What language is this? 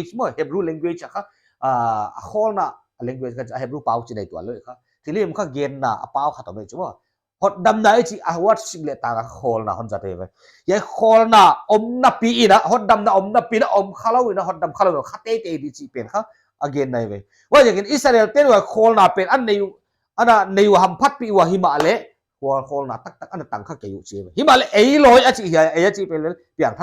Paite Chin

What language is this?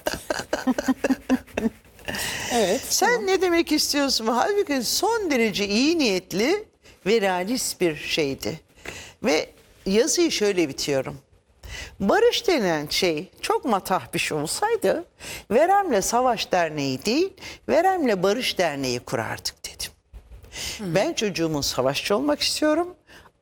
Turkish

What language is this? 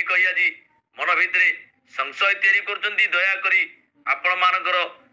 Odia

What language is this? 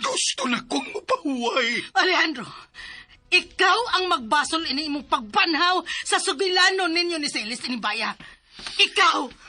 Cebuano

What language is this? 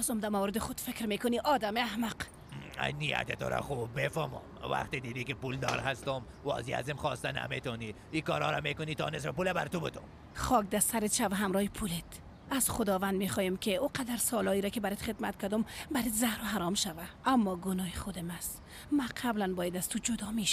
Persian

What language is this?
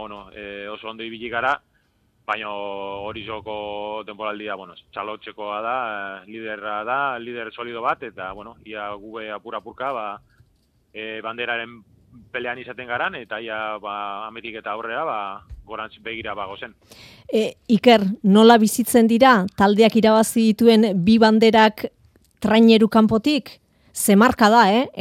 Basque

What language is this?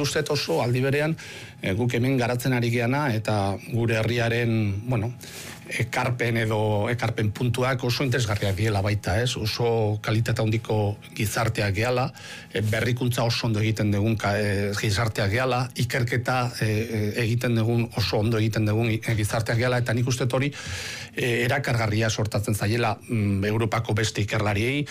Basque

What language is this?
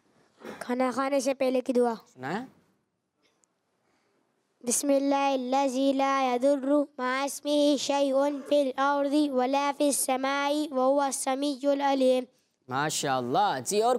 Hindi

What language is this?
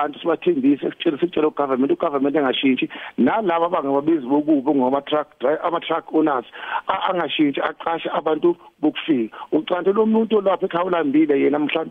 Zulu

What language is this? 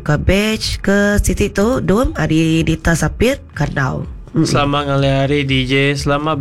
Iban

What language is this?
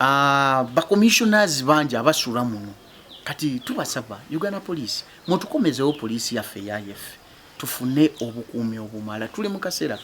Ganda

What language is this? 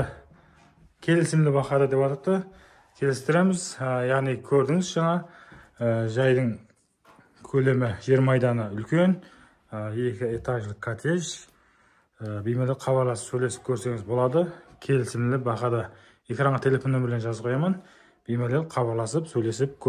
Kazakh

